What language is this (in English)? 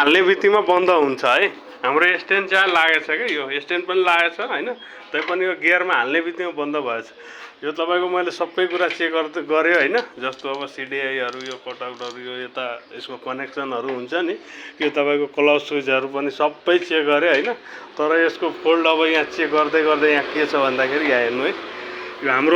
Nepali